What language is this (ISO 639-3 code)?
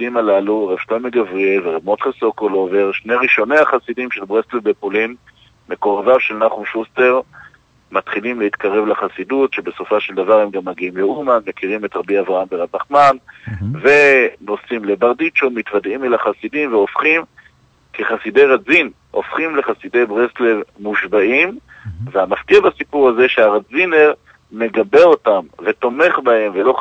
heb